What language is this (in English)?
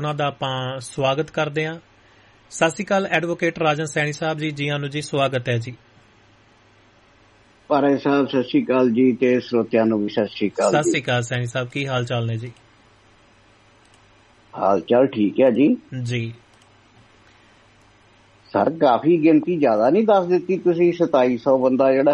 Punjabi